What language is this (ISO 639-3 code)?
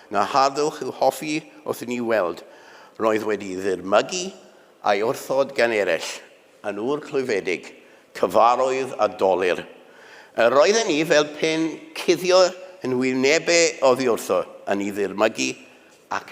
cym